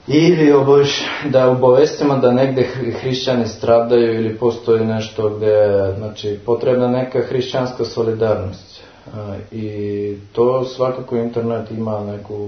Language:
Serbian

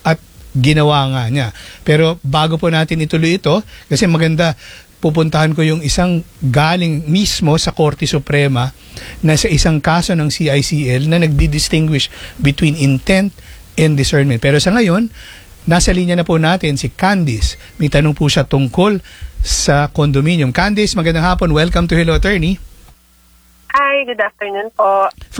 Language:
Filipino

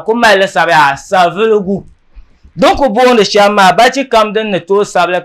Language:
Dagbani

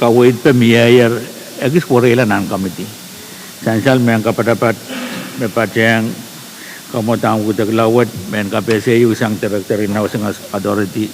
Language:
Pohnpeian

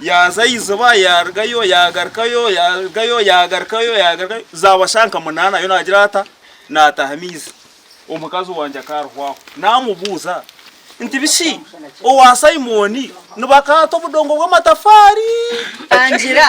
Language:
Nyankole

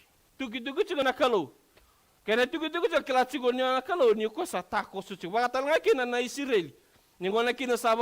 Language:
Fijian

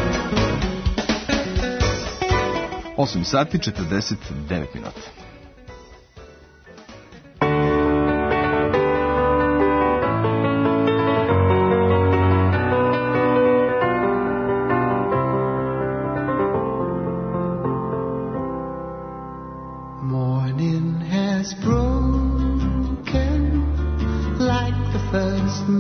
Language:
Serbian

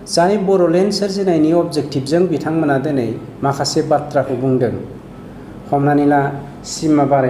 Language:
Bodo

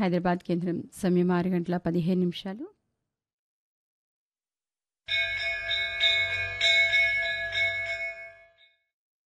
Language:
Telugu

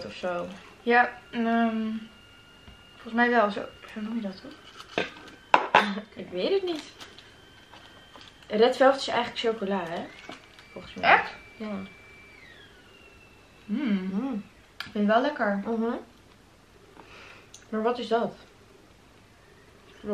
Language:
Dutch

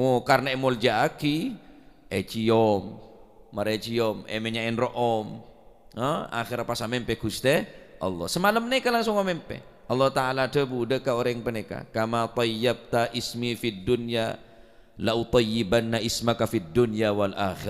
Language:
Madurese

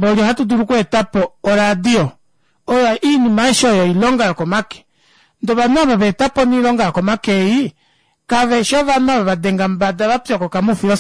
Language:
Kuanyama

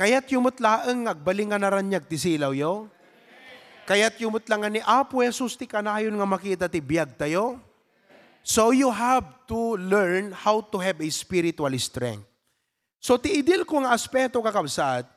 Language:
Iloko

